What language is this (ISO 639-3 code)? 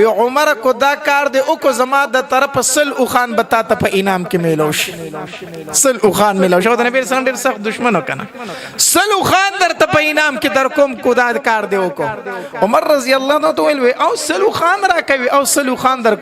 pus